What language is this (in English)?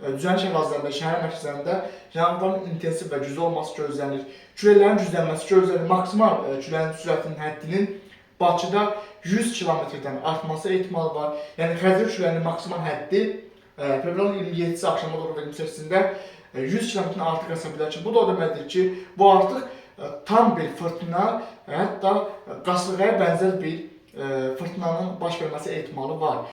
Azerbaijani